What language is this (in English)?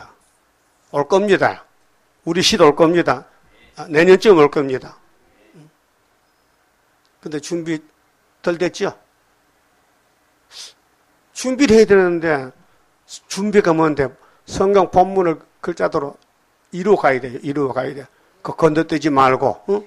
Korean